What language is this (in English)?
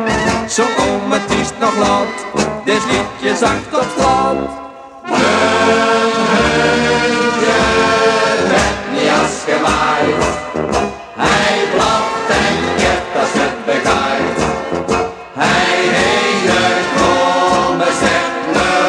Dutch